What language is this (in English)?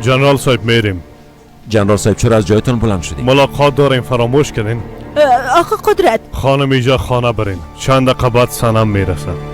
Persian